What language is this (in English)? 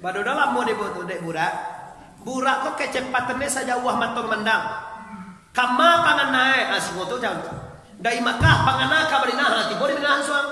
Minangkabau